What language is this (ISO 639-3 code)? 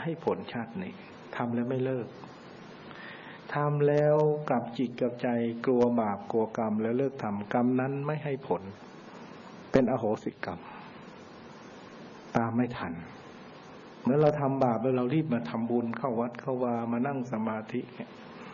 tha